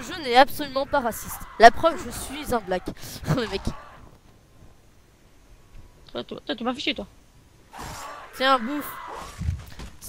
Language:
French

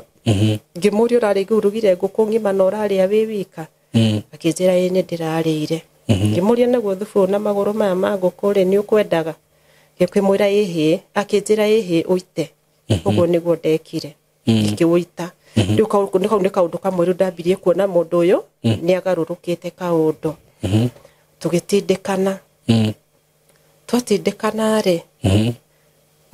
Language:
Kikuyu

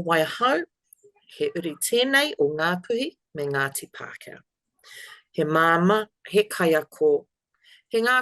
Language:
Māori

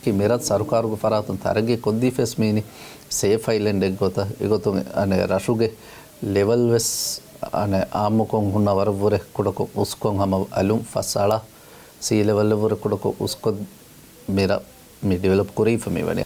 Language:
Divehi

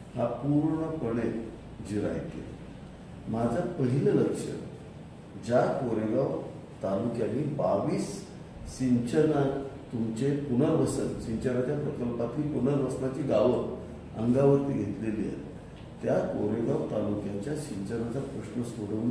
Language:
Marathi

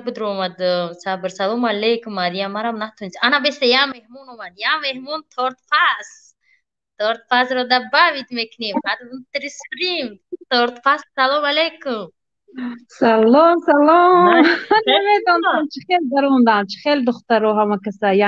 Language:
Tajik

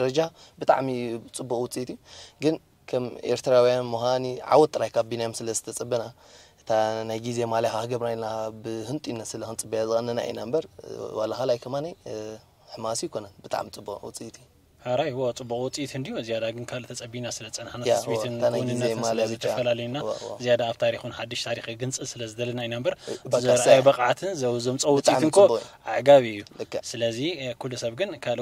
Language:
Tigrinya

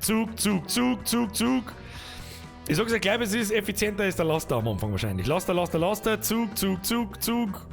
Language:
Bavarian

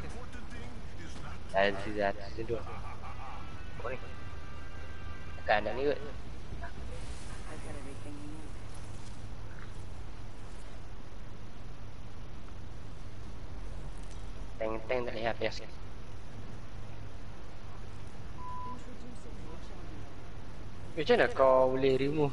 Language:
Malay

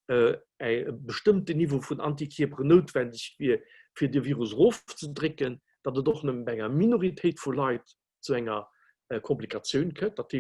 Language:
Luxembourgish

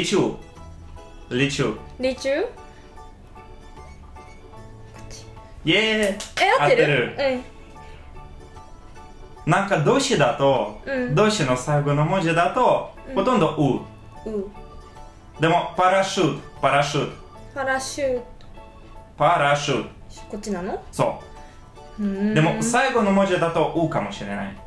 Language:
Japanese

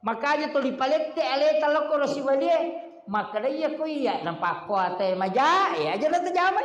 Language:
Buginese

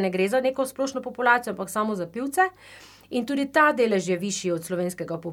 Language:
Slovenian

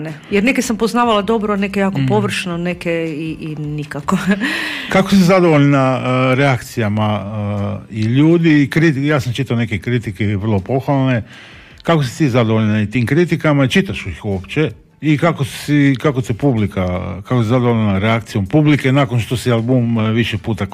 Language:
Croatian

